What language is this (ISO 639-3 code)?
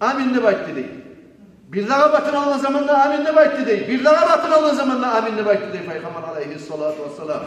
kum